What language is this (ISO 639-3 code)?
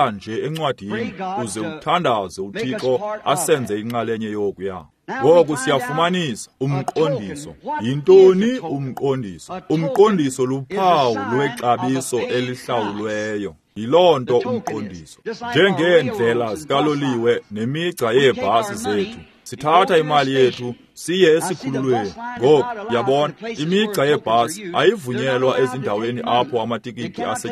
xho